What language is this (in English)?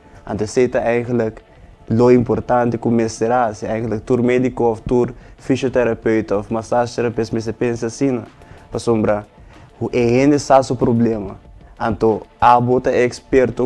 Papiamento